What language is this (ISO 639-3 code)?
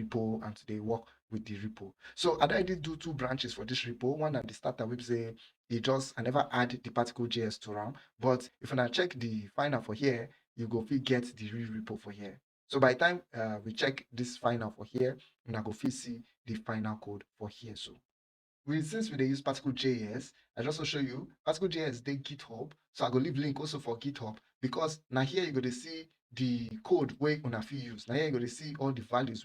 pcm